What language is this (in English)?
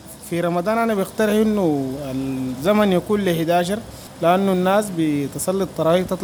Sudanese Arabic